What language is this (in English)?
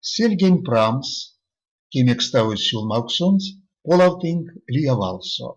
Erzya